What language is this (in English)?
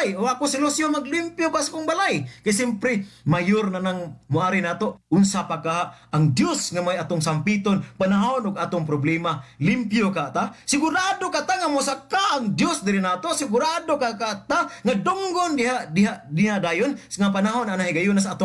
Cebuano